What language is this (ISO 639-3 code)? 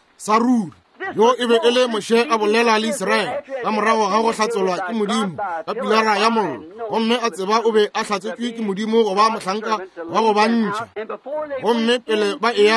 nso